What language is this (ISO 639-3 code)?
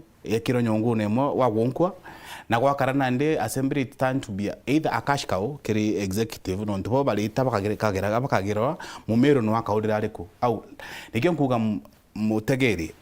mer